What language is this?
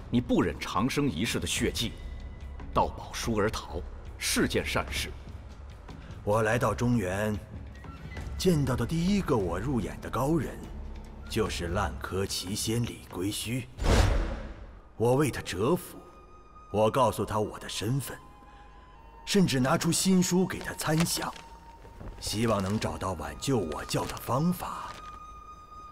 Chinese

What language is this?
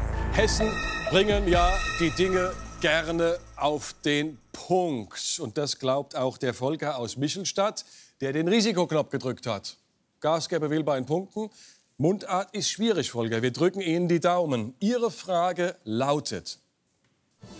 German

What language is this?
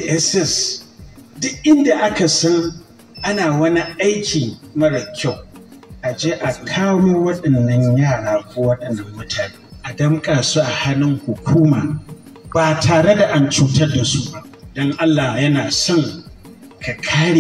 Hausa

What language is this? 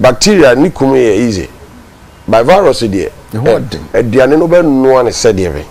Akan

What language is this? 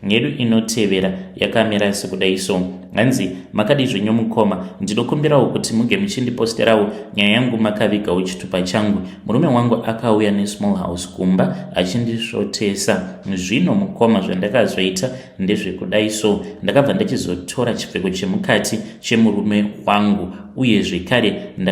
Shona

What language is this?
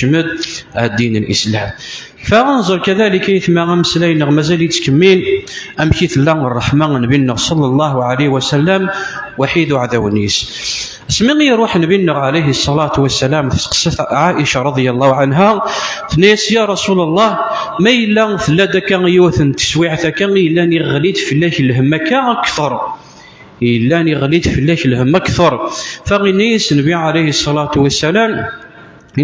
Kabyle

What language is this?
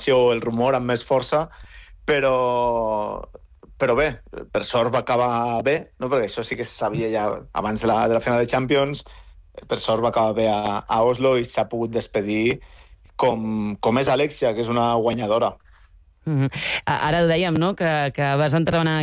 Catalan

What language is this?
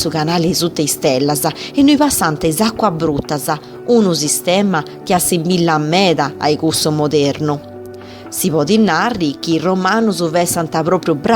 Sardinian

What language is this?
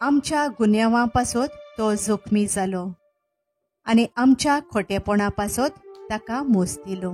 Konkani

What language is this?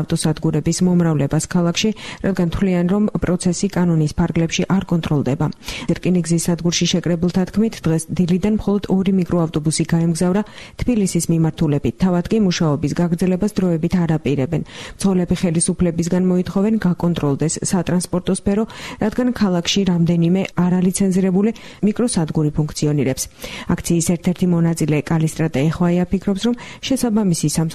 Georgian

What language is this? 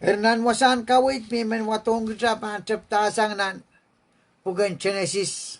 Pohnpeian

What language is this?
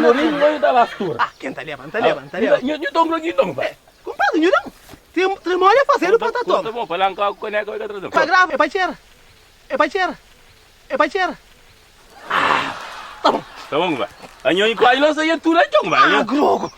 Kabuverdianu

